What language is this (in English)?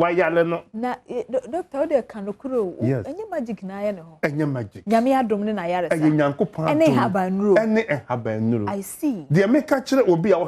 Akan